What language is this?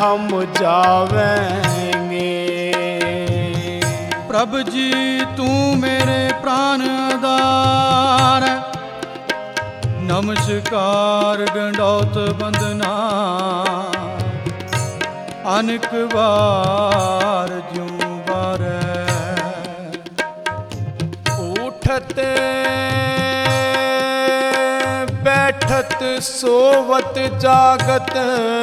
Punjabi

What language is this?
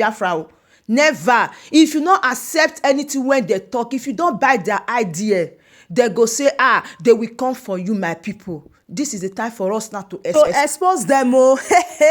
Nigerian Pidgin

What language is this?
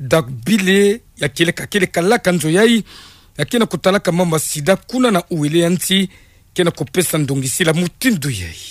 Kituba (Democratic Republic of Congo)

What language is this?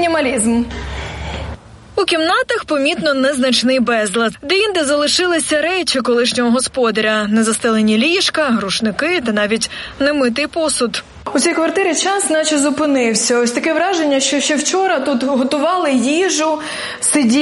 Ukrainian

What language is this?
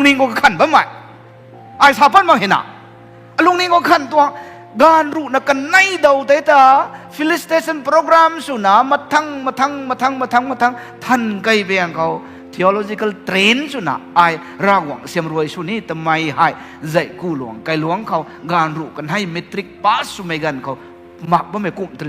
Rongmei Naga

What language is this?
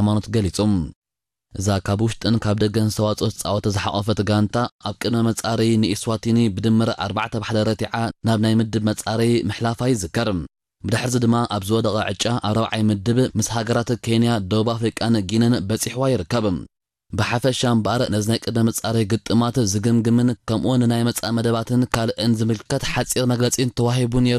Tigrinya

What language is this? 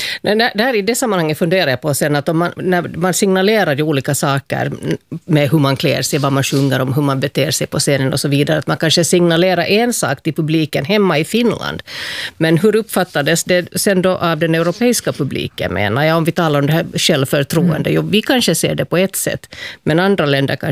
Swedish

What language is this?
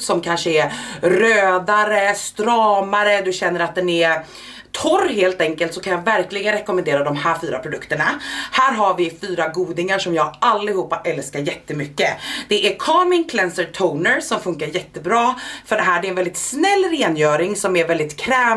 Swedish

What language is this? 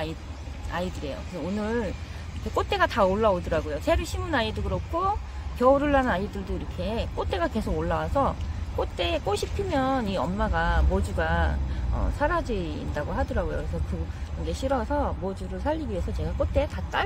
Korean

